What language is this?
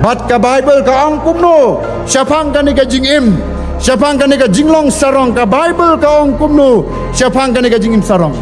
Khasi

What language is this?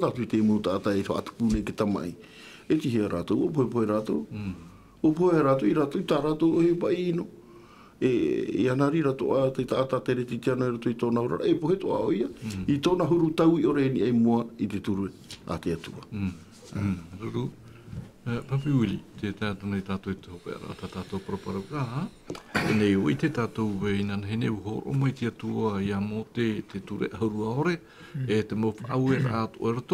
Tahitian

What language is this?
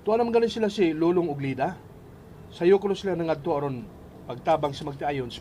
Cebuano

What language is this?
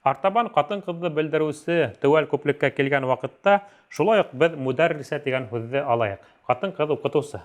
Bashkir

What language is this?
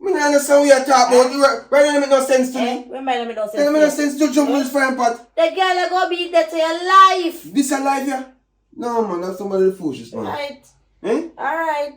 Jamaican Creole English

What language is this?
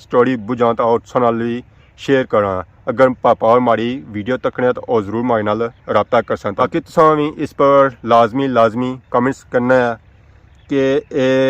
Pahari-Potwari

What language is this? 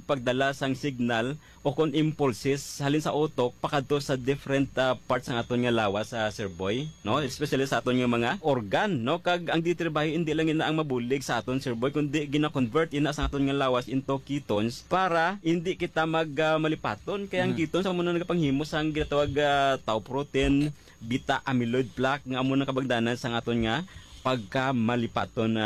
Hiligaynon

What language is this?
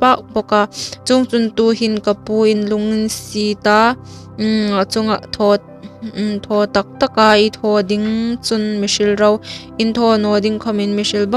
Hmar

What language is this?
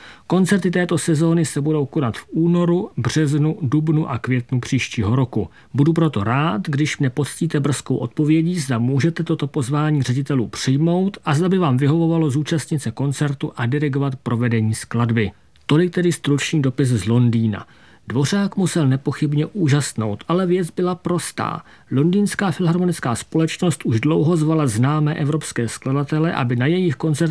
Czech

